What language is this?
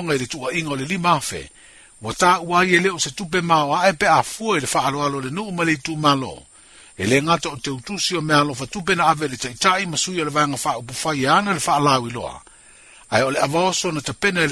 Samoan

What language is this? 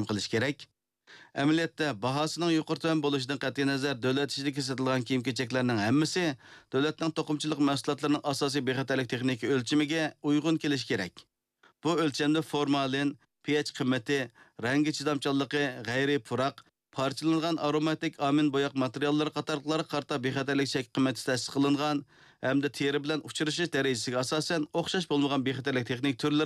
Uyghur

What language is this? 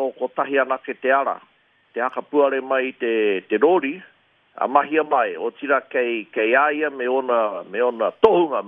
Māori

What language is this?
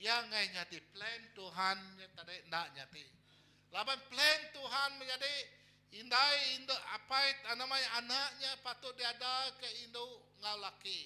Iban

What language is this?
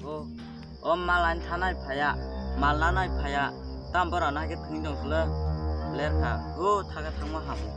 Kok Borok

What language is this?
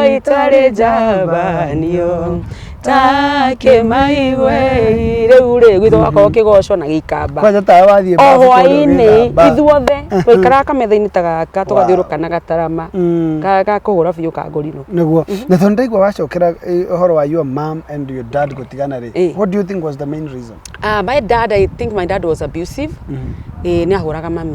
Kikuyu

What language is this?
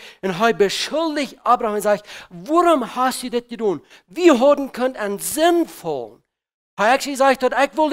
Plautdietsch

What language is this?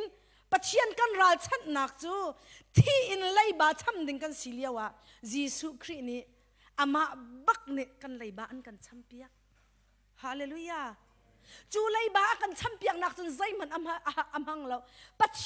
Hakha Chin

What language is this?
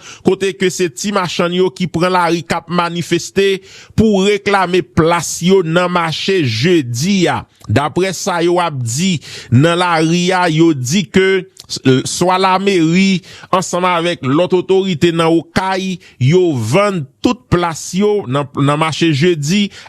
Haitian Creole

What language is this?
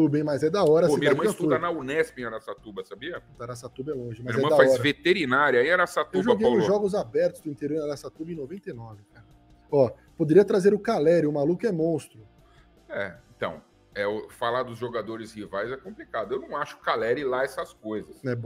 Portuguese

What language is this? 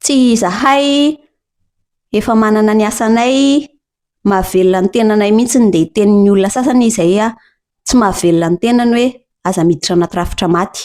Malagasy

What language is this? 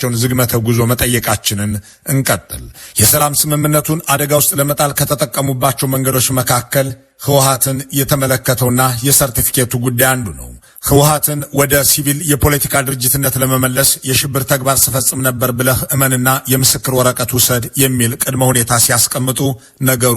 Amharic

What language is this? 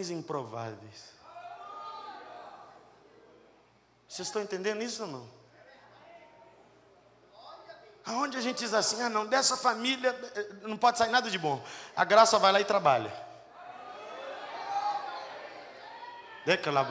Portuguese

